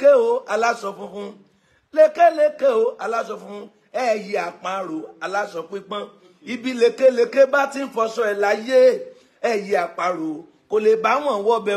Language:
Yoruba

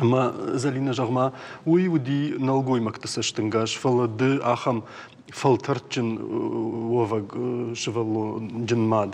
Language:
Ossetic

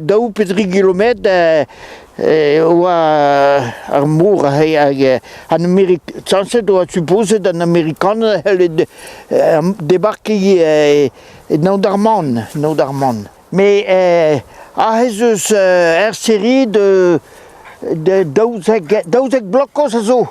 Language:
Breton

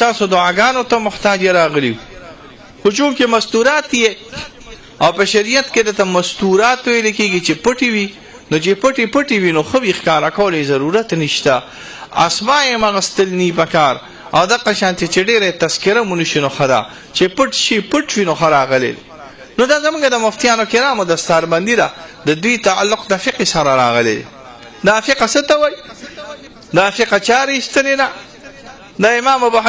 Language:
Pashto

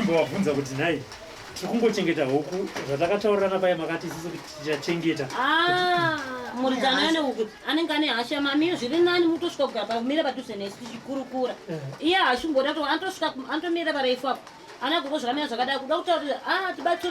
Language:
Shona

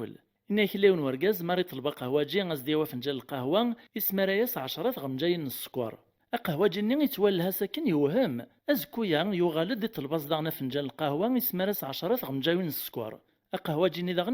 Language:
Kabyle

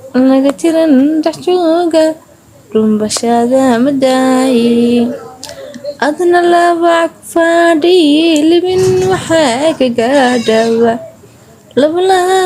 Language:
Somali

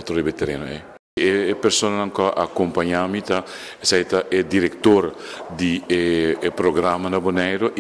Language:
Papiamento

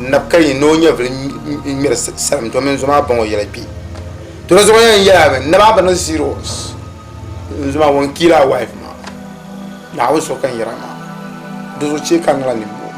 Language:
Dagbani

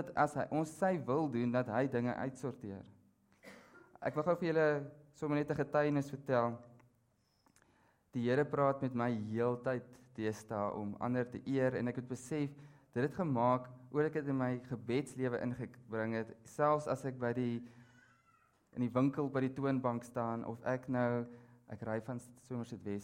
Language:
Afrikaans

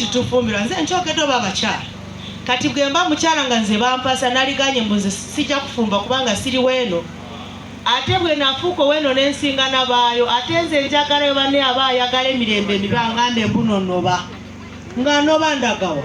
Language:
Ganda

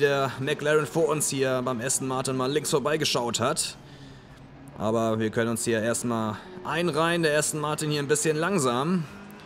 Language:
German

